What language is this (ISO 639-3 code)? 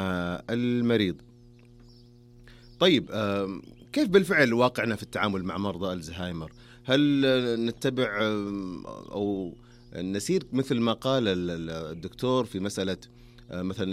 ara